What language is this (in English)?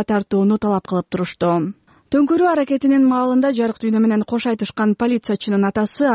Kyrgyz